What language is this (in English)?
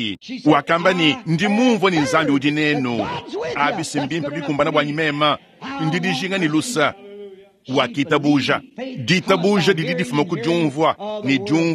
Luba-Lulua